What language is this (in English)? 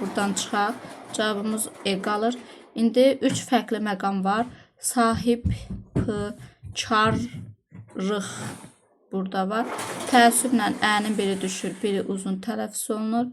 Azerbaijani